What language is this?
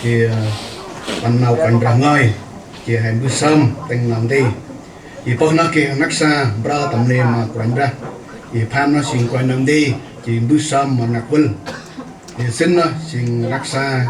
Central Mnong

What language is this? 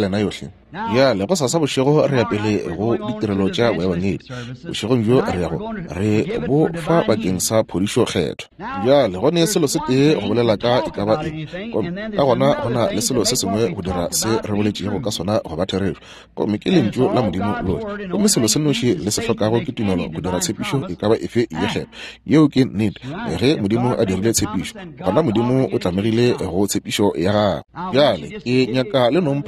Northern Sotho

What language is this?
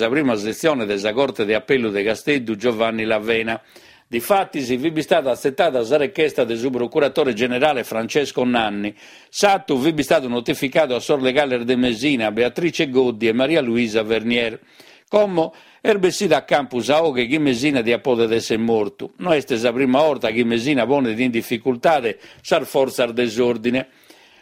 Sardinian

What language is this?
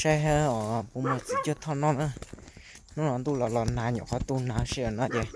Hmong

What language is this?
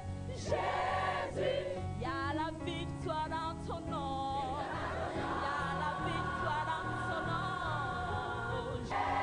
Ewe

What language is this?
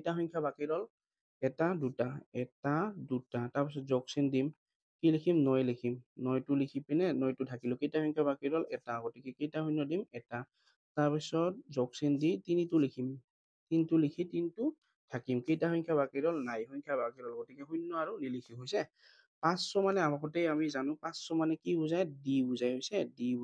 Assamese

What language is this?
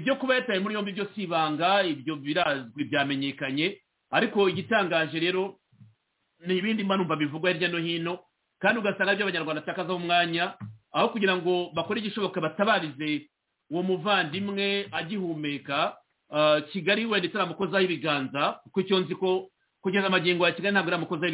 Kinyarwanda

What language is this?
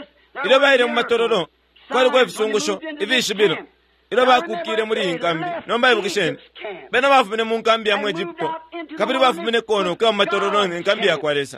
Bemba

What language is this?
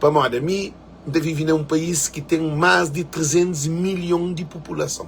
Kabuverdianu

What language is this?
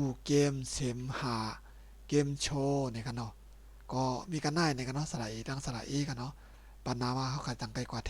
Shan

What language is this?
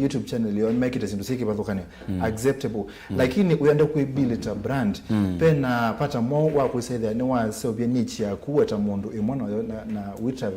Kamba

